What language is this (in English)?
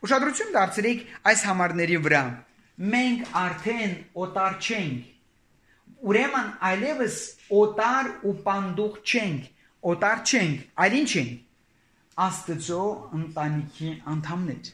Armenian